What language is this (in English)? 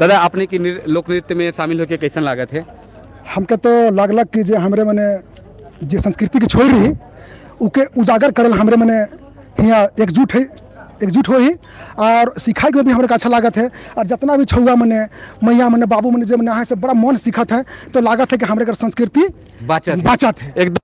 Sadri